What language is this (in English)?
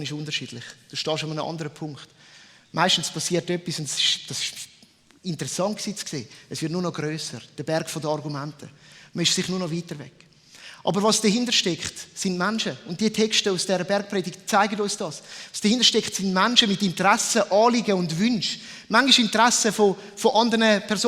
Swiss German